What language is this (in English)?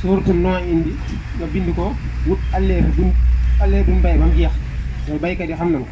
Wolof